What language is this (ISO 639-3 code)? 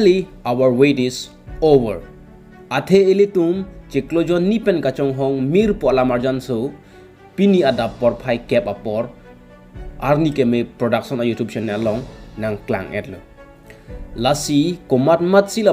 mjw